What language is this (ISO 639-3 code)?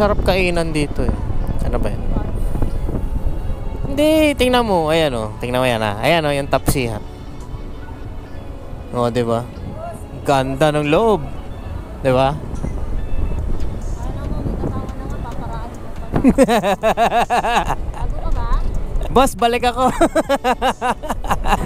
fil